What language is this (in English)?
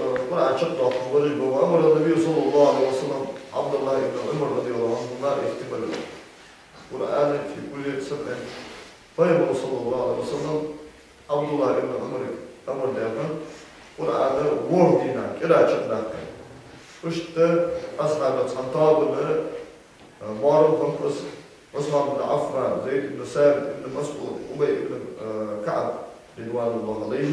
Ingush